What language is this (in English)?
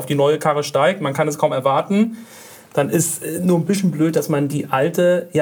German